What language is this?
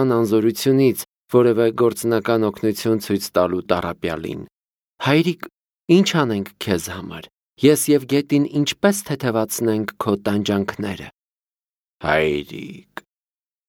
Armenian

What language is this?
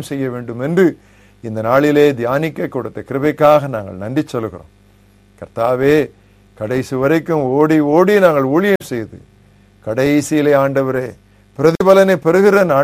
Tamil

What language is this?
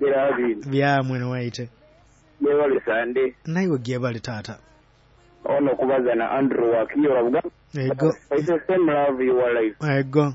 Nyoro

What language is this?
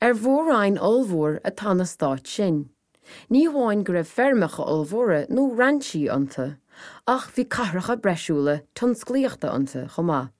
Irish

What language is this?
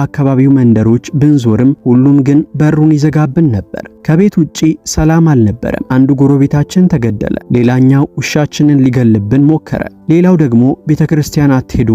Amharic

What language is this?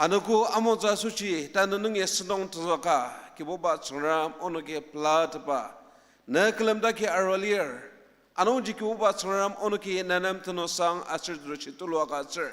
Ao Naga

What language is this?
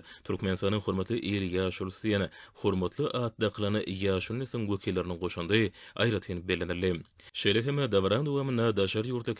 Turkmen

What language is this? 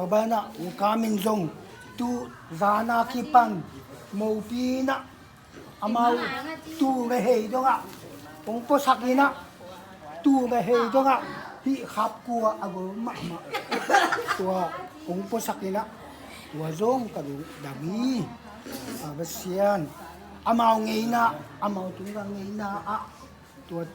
Tedim Chin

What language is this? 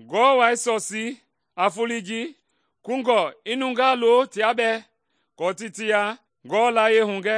Mende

